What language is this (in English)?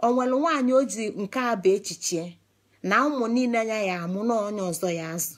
Igbo